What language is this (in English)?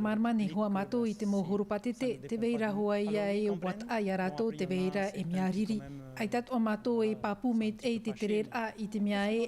Tahitian